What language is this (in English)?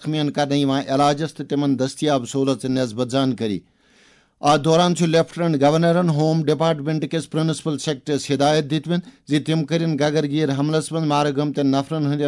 Kashmiri